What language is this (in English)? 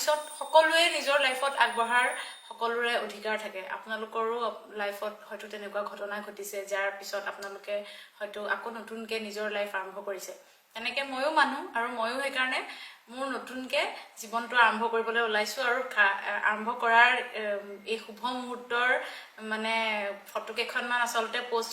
Assamese